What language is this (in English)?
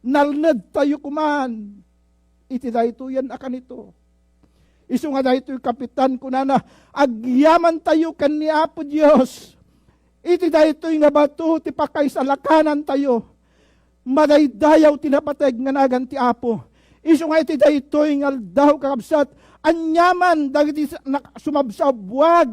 Iloko